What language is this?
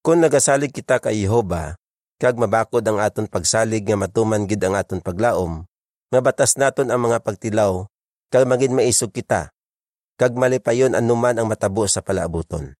Hiligaynon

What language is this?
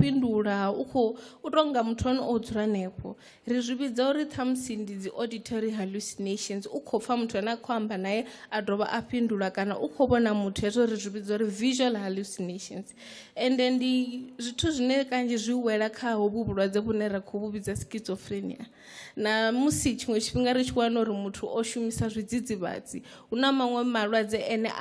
Venda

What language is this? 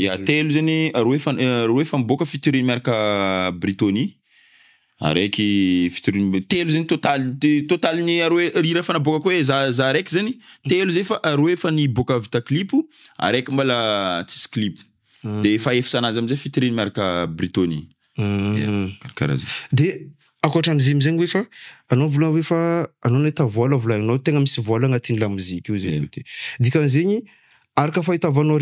Malagasy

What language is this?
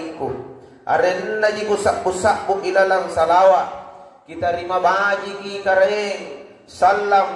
Makasar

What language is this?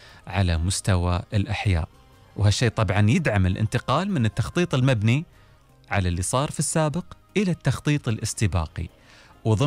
Gulf Arabic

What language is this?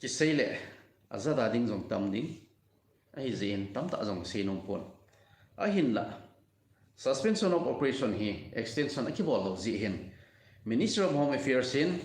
Thado Chin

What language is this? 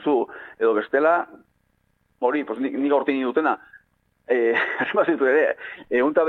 Basque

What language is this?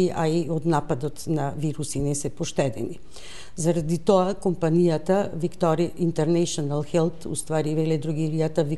Macedonian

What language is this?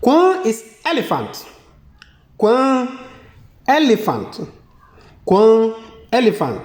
Konkomba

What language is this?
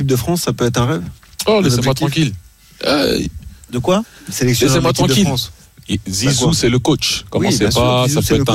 French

